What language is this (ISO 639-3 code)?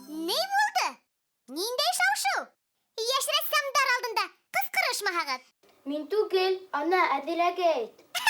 bak